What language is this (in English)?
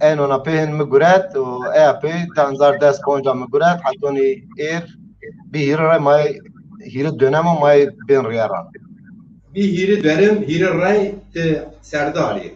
Zaza